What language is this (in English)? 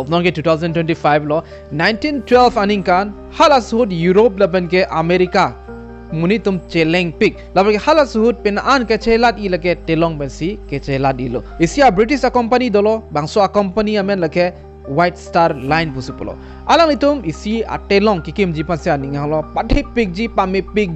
Karbi